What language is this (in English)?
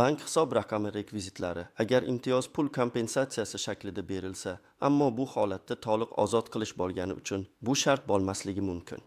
Uzbek